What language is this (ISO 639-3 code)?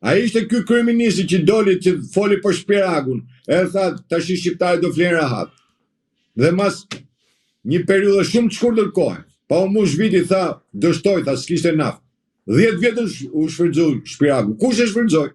sqi